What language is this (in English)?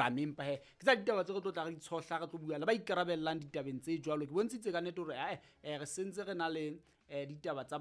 Southern Sotho